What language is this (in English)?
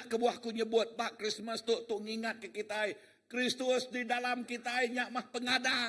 Iban